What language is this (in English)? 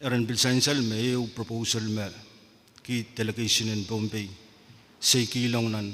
Pohnpeian